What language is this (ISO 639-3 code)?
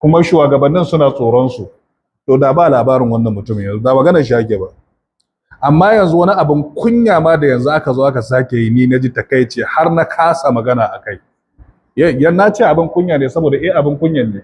hau